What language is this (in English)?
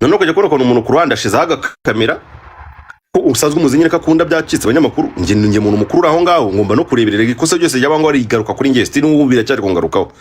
Kinyarwanda